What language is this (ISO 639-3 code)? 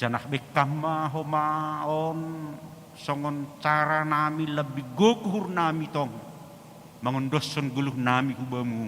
bts